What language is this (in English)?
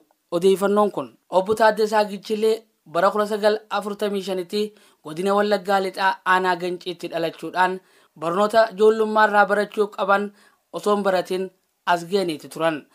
Oromo